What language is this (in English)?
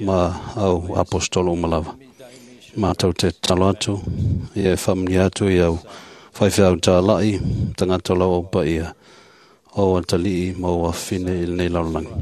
Samoan